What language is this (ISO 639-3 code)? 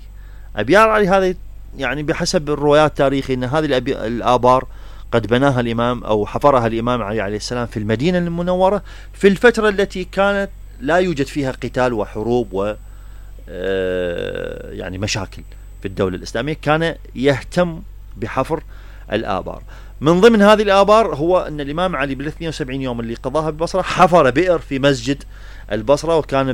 acm